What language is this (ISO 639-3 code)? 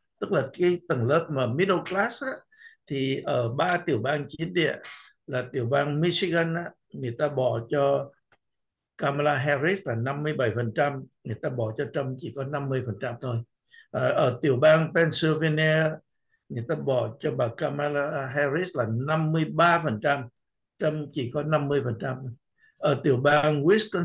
vie